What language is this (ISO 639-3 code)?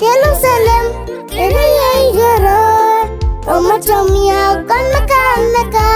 guz